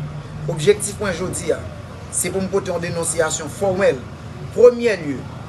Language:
Haitian Creole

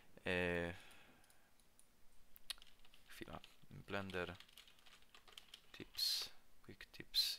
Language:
Polish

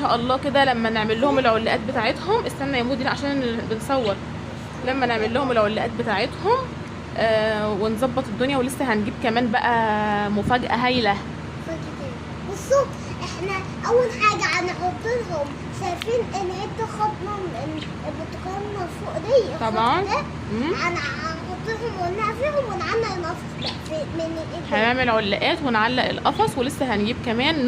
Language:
Egyptian Arabic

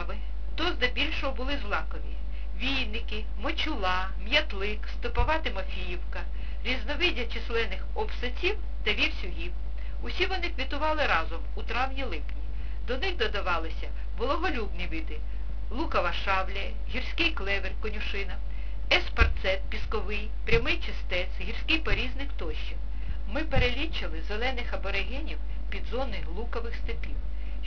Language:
Ukrainian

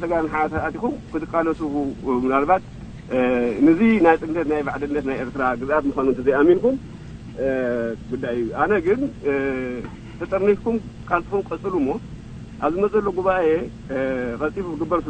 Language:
Tigrinya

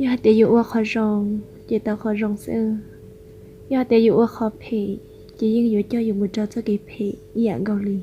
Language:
Hmong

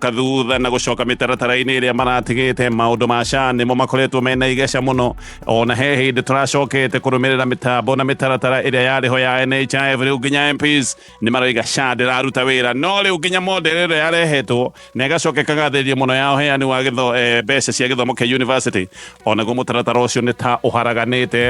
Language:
Kikuyu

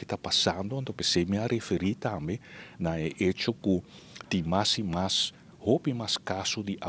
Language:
Papiamento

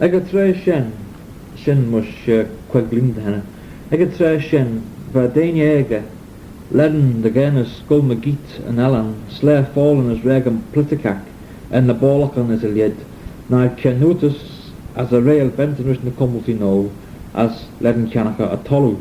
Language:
Manx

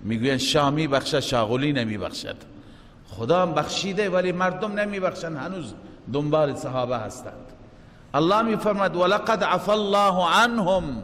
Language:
Persian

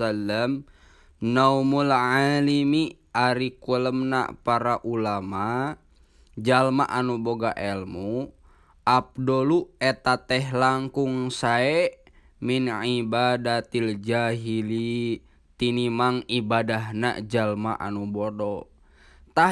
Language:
Sundanese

